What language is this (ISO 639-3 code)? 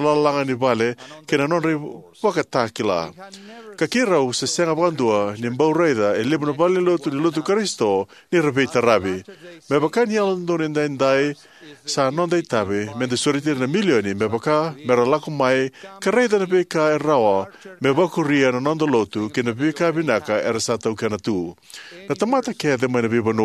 fij